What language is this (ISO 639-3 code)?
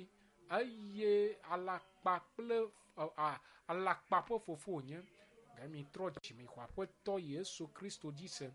ewe